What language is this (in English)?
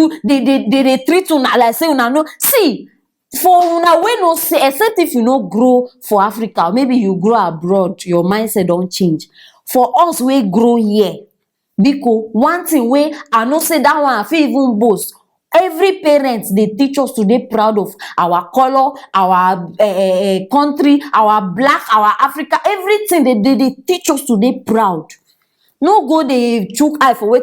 Nigerian Pidgin